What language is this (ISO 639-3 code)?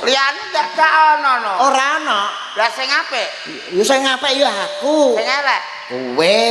jav